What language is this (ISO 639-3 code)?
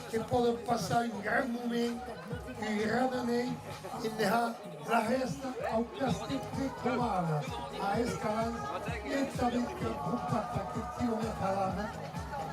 oci